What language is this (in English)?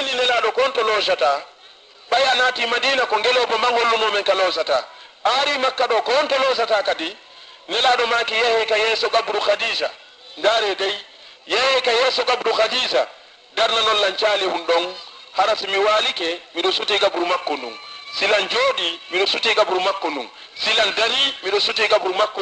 Fula